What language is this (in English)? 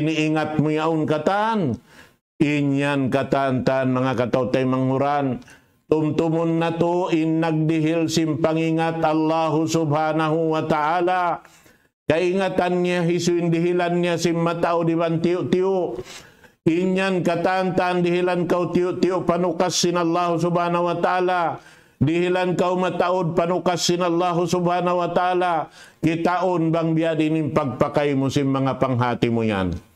Tausug